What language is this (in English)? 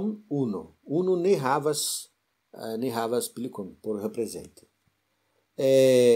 Esperanto